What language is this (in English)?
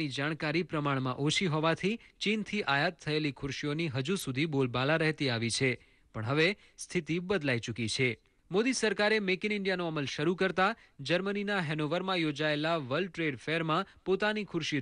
Gujarati